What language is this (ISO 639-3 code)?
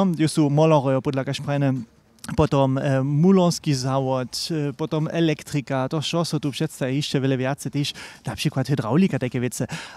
hsb